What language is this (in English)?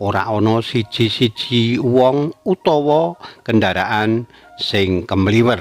Javanese